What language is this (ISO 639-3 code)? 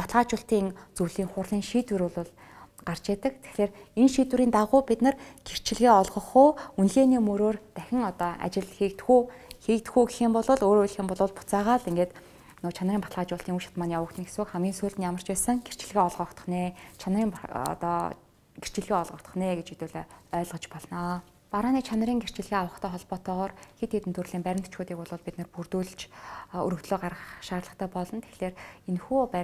mon